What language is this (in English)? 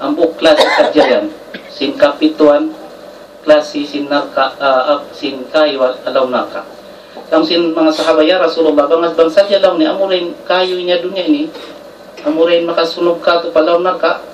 Tausug